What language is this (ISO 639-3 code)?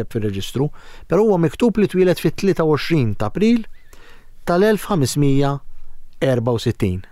mlt